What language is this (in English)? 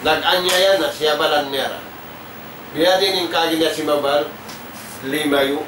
Tausug